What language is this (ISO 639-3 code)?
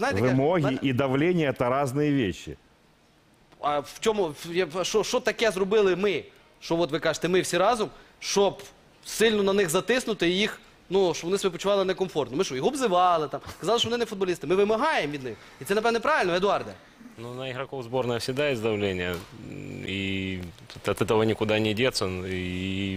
ukr